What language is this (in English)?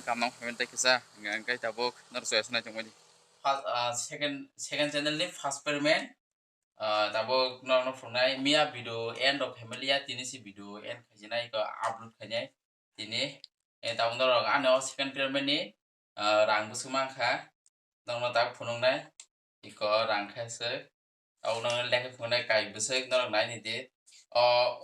Kok Borok